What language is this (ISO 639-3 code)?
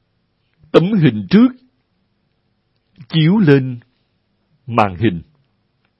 vie